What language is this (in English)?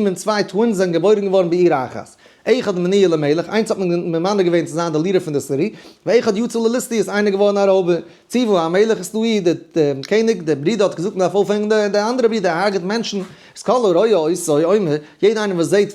Yiddish